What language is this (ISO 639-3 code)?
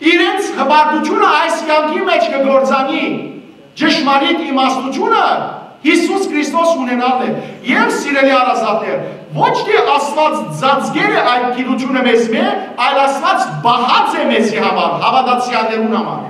hyw